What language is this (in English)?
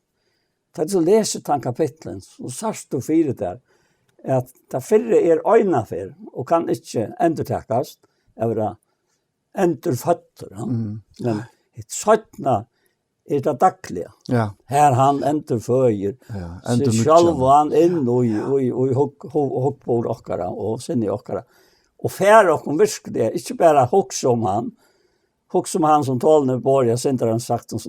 Faroese